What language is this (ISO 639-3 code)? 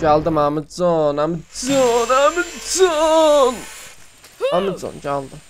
azb